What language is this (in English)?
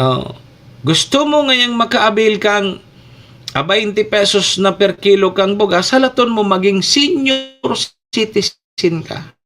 Bikol